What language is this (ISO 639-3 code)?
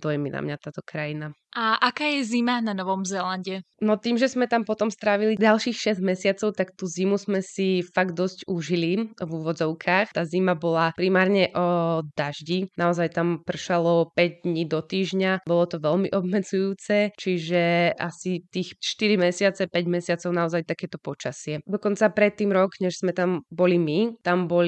slk